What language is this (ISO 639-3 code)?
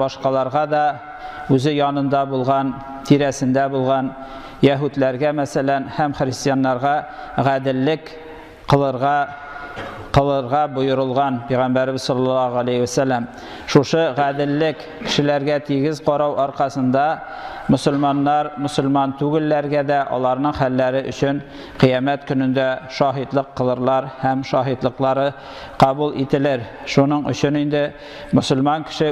tat